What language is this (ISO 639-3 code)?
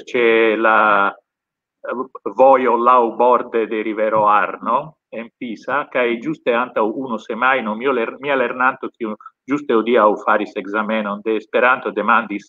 epo